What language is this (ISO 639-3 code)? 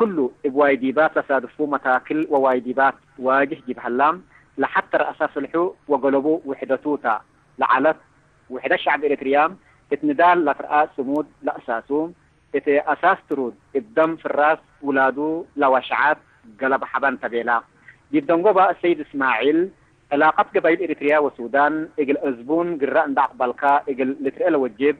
tig